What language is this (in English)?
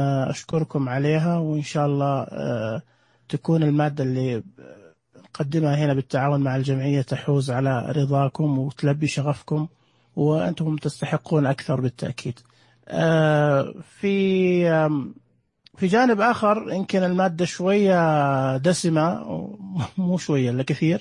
Najdi Arabic